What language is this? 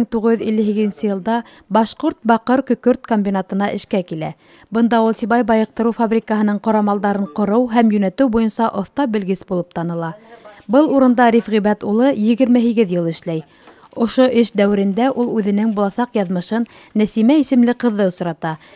Bashkir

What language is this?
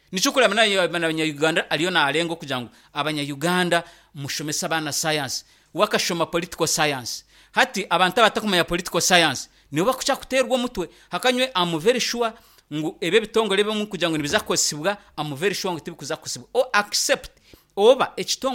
Nyankole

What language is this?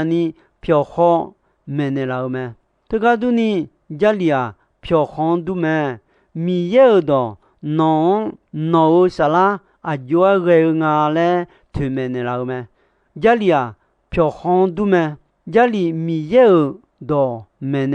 Akha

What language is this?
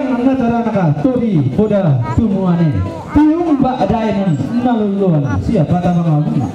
Toraja-Sa'dan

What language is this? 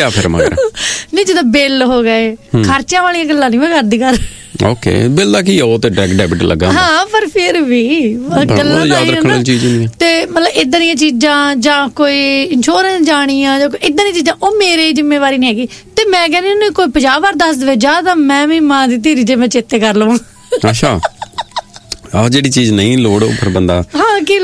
Punjabi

